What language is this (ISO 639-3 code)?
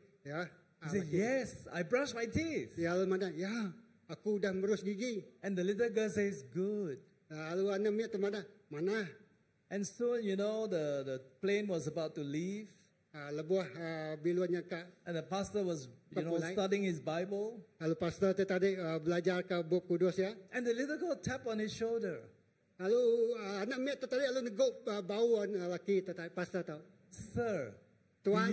iba